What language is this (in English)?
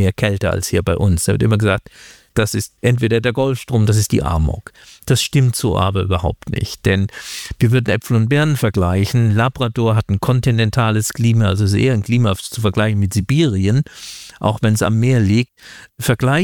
German